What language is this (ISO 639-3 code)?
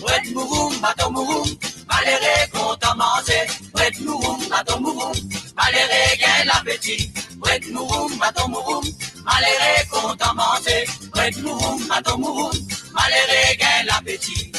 mfe